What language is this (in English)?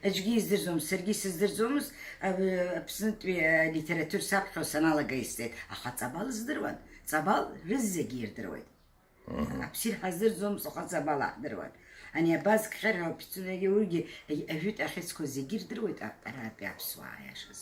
Abkhazian